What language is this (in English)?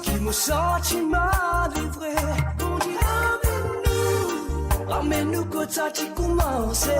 Morisyen